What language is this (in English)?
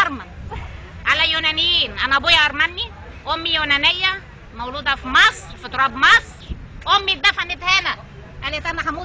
Egyptian Arabic